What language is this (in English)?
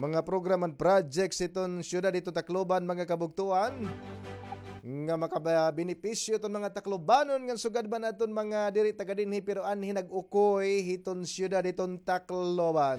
Waray